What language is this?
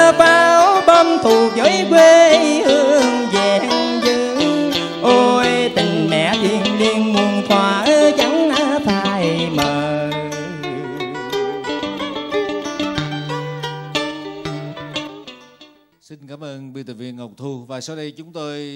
Vietnamese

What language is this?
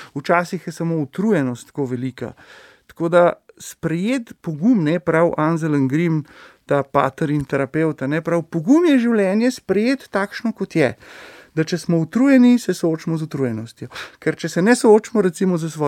Slovenian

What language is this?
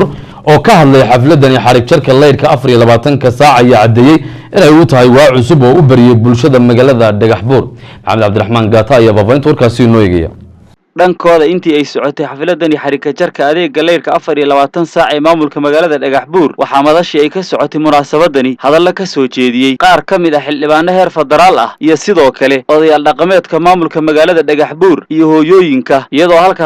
Somali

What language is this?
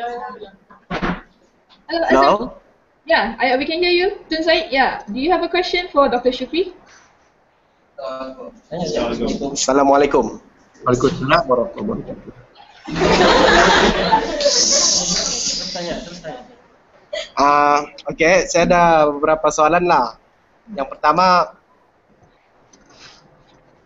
Malay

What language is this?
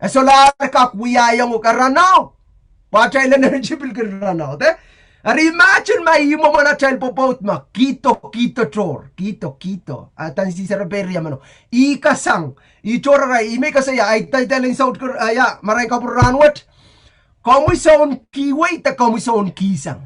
Pohnpeian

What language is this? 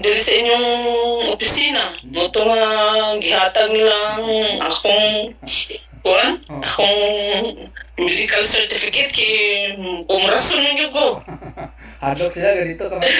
Cebuano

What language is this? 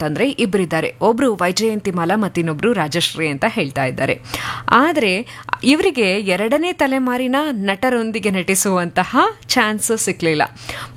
Kannada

